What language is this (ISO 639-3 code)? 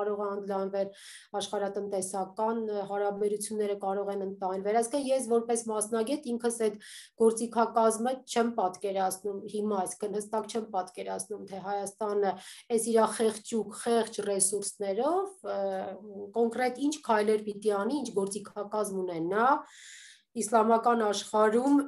hye